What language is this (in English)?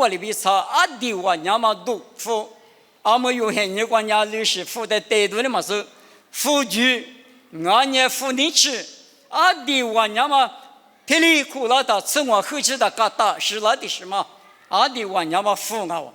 Lisu